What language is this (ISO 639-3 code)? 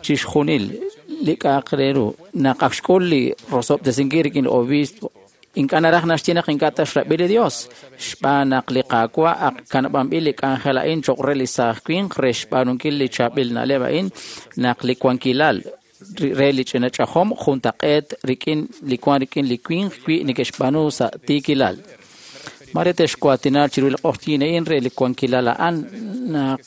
kek